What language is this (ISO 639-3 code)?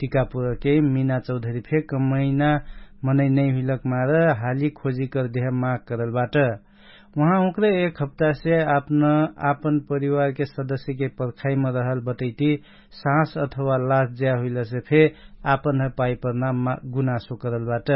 thl